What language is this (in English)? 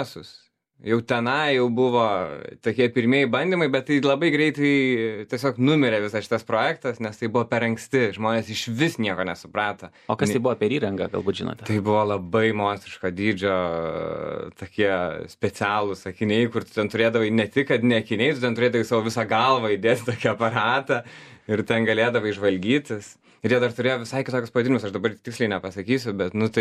Lithuanian